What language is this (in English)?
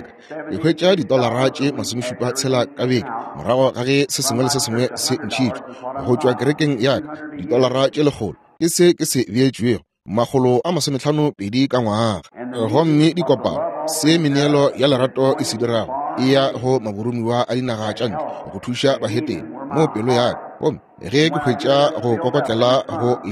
Northern Sotho